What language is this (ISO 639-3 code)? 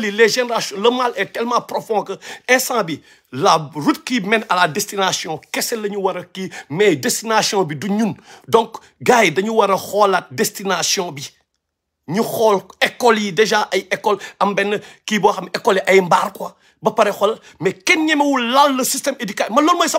wol